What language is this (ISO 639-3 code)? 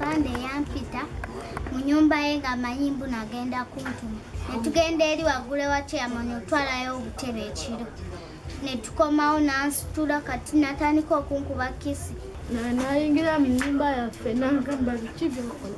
lug